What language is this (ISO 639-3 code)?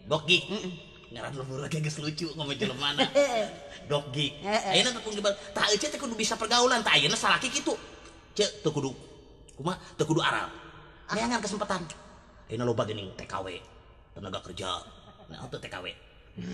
sun